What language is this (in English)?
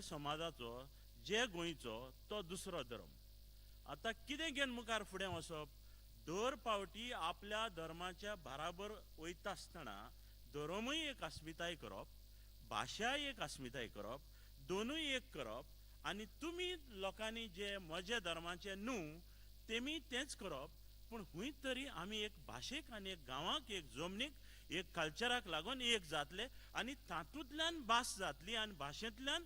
Konkani